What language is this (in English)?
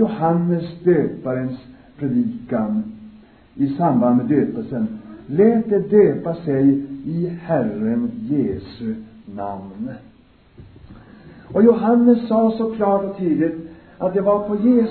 Swedish